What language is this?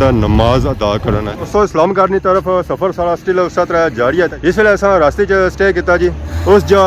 Pahari-Potwari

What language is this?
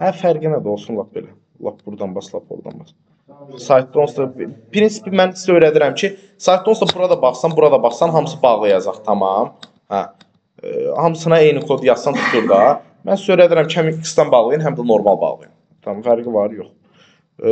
Azerbaijani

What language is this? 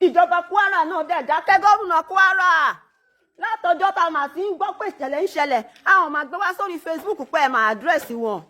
Yoruba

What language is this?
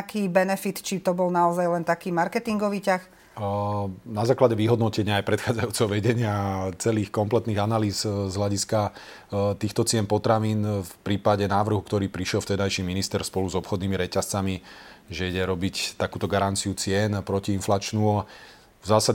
Slovak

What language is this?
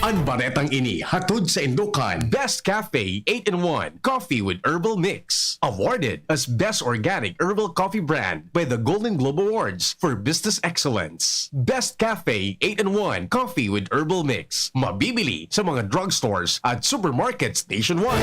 Bikol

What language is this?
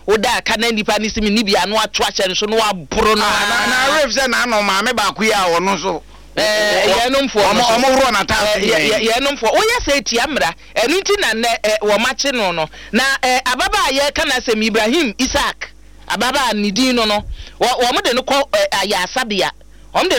Akan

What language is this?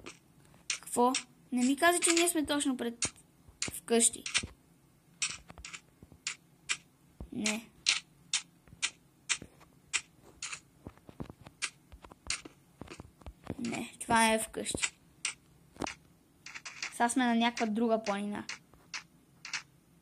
Bulgarian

